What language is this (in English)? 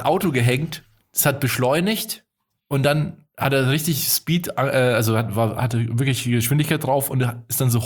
German